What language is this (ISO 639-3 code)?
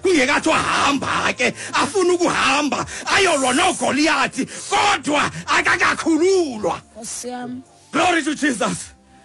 xho